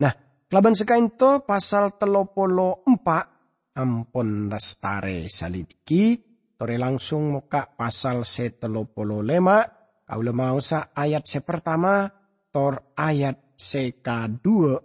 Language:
Madurese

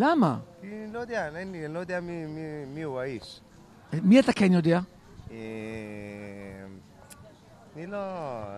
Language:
Hebrew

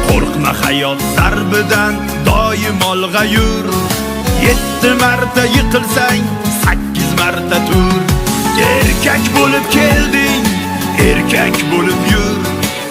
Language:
Uyghur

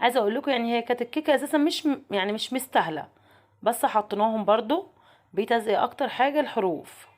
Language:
Egyptian Arabic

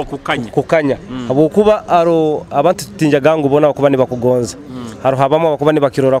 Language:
Nyoro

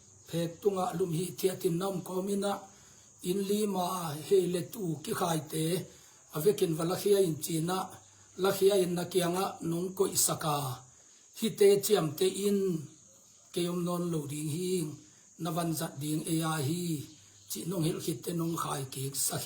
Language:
Tedim Chin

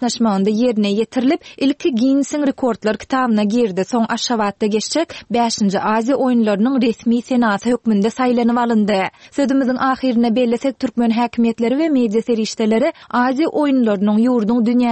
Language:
Turkmen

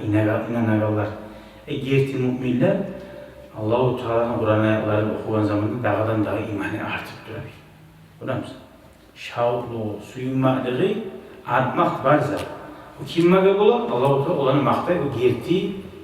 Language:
Kumyk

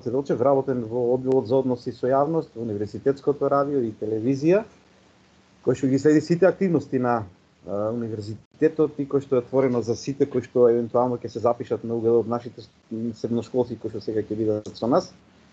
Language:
Macedonian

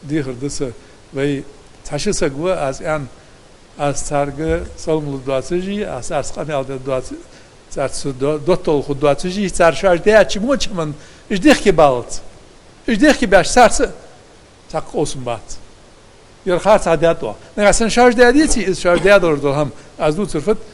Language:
Ingush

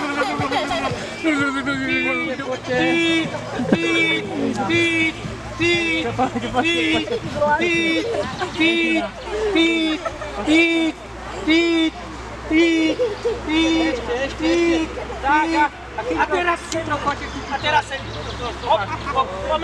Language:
Slovak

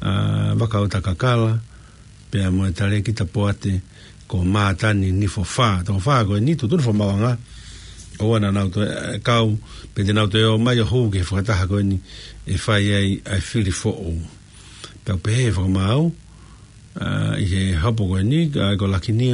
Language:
Tongan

